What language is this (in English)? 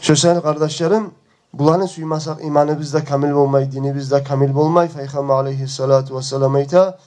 Kumyk